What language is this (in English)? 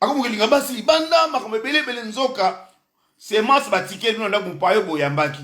Lingala